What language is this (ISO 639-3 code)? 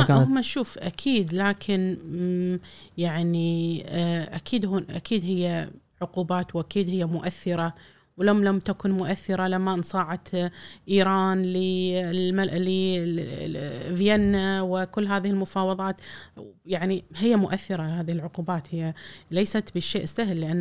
afb